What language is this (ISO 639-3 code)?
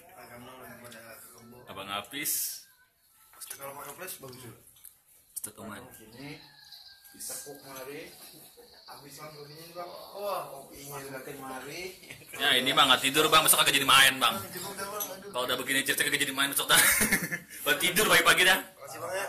bew